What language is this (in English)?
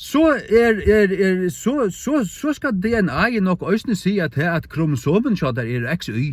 Faroese